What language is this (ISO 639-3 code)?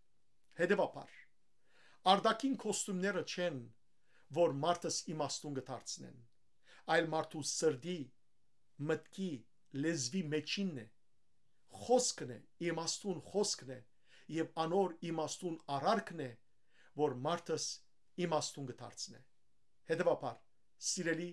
hyw